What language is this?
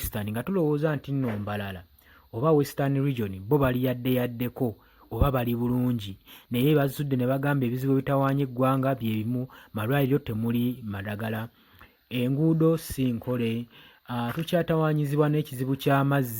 Ganda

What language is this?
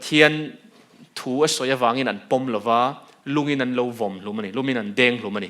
Mizo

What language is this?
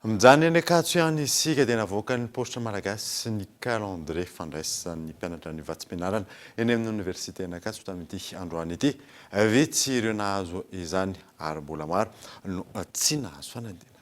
Malagasy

